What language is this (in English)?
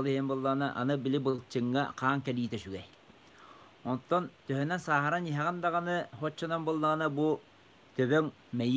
Yakut